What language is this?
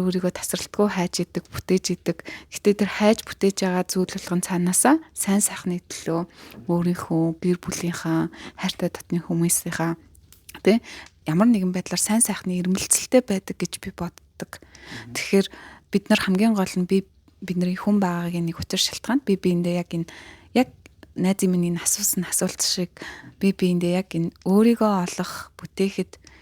Mongolian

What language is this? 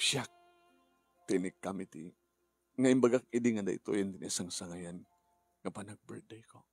Iloko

